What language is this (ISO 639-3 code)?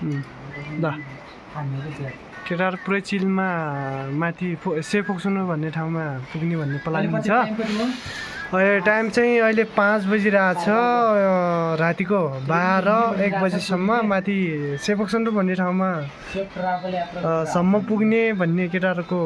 nep